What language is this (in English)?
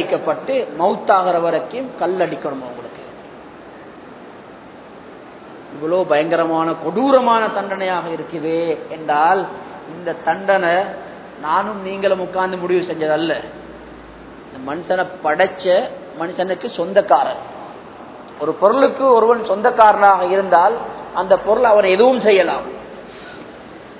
Tamil